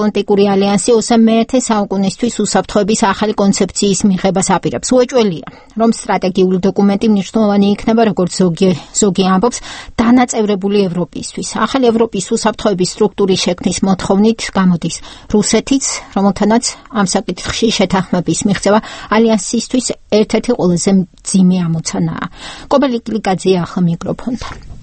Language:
Georgian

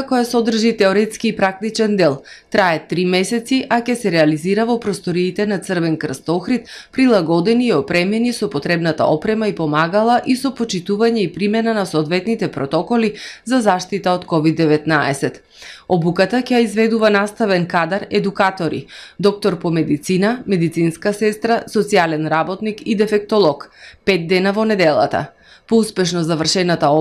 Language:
Macedonian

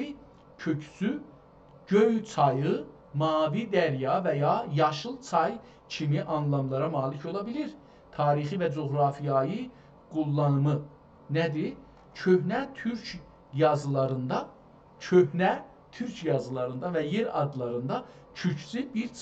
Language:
South Azerbaijani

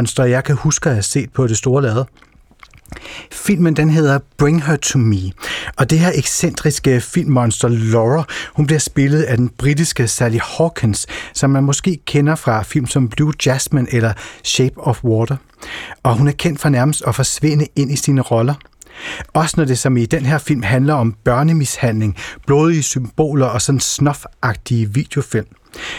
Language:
Danish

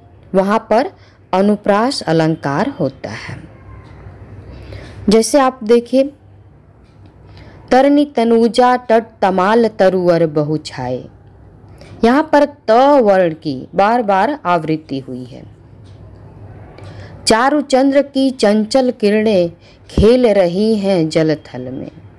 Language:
Hindi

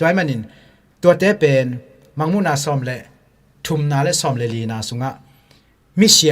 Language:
Tedim Chin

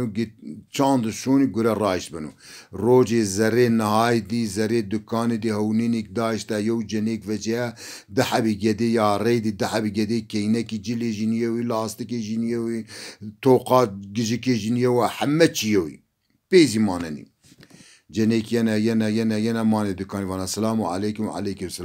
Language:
Zaza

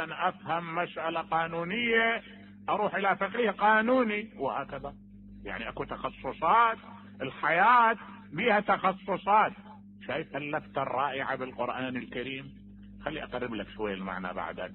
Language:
Mesopotamian Arabic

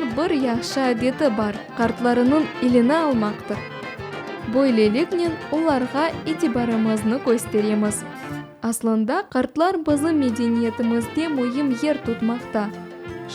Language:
Crimean Tatar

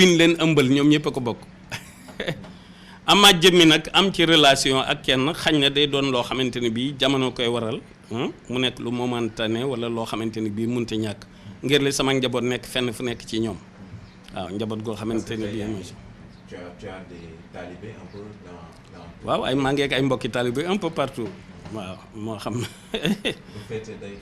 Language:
Wolof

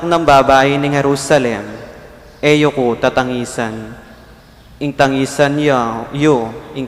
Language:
Pampanga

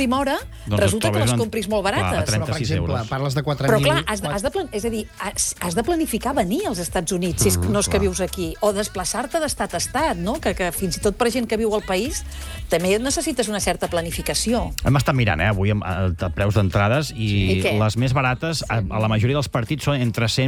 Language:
Catalan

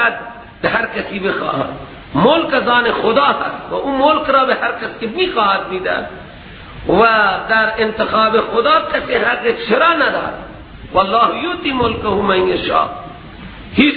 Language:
Persian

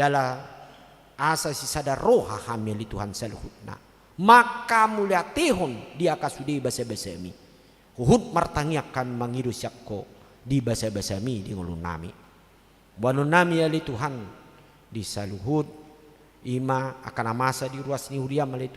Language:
Batak Toba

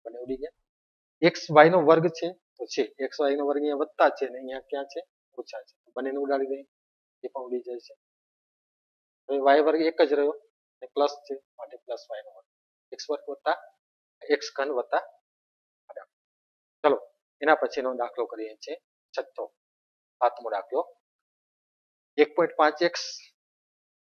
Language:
Gujarati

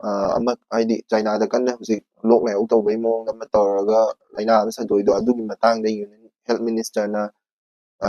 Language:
Manipuri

